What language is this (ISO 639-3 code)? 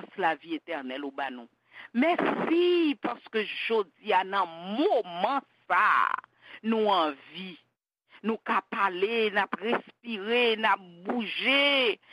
hat